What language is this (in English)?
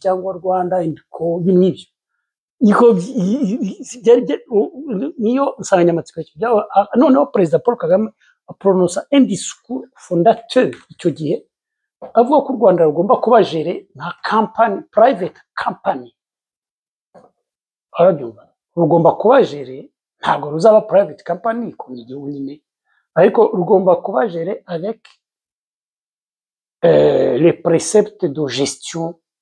Kinyarwanda